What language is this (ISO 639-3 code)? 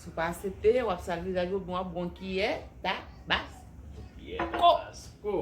hat